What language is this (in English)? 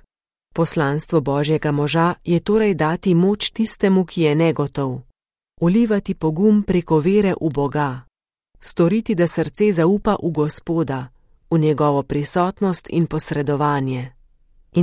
Slovenian